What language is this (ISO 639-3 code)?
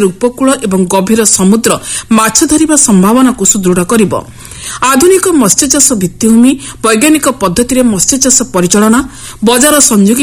ori